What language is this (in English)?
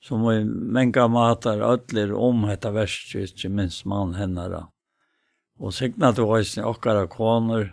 Faroese